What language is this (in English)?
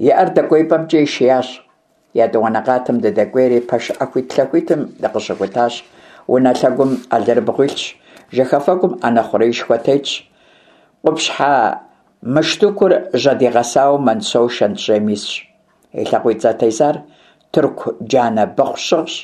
Kabardian